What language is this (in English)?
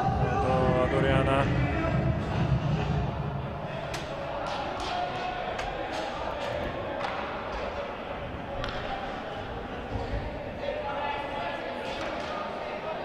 Slovak